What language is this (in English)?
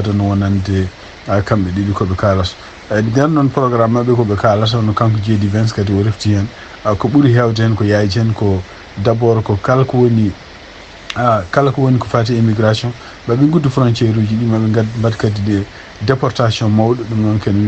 Fula